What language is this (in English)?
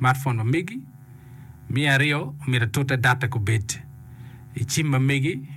Acoli